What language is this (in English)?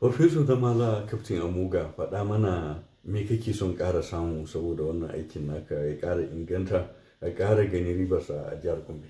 Hausa